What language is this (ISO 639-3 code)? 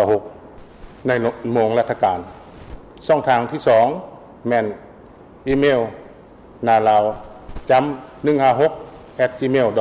lao